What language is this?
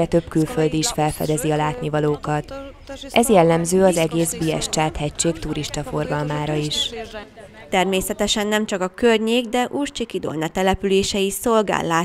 Hungarian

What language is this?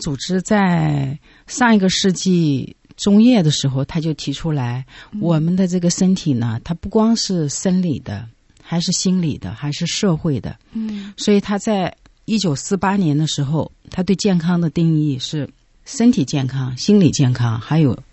Chinese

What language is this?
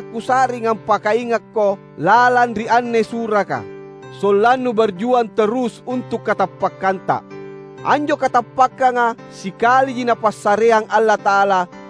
Makasar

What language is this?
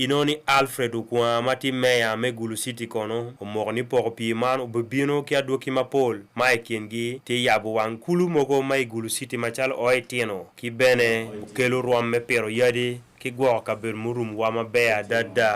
Acoli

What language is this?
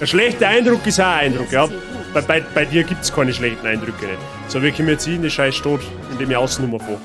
Bavarian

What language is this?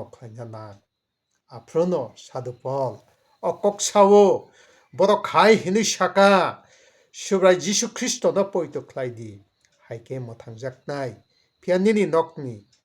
Kok Borok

